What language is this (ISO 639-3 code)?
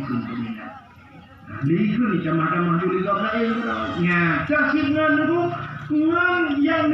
ace